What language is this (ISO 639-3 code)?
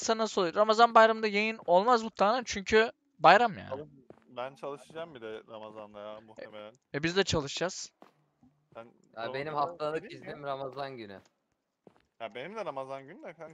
tur